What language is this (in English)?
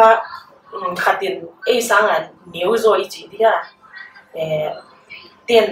Paite Chin